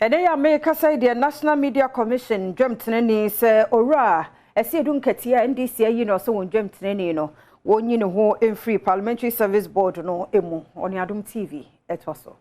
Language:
Akan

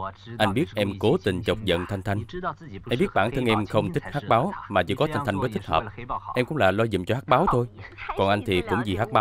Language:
Vietnamese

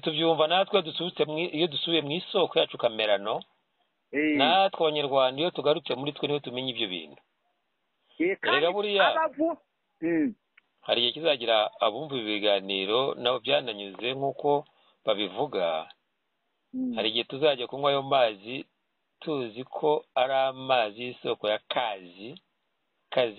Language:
Kinyarwanda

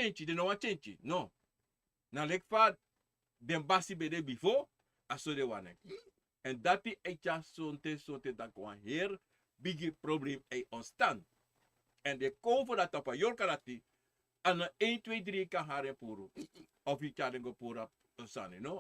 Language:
Sranan Tongo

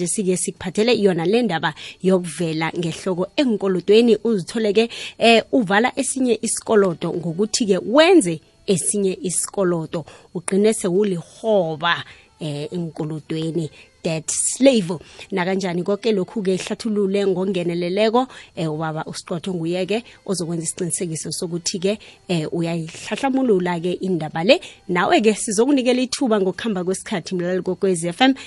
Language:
South Ndebele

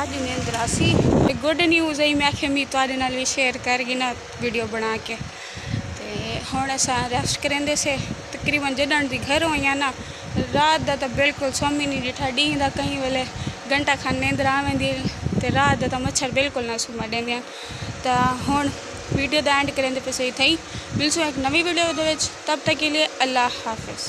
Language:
Saraiki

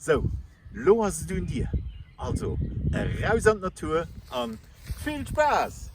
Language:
Luxembourgish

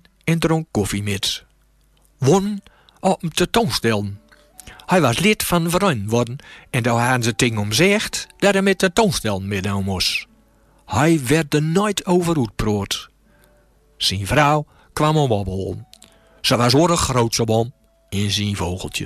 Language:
Gronings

